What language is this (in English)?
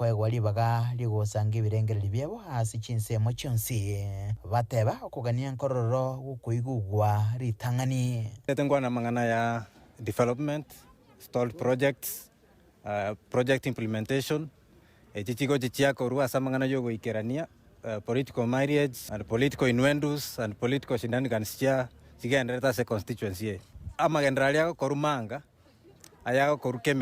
Gusii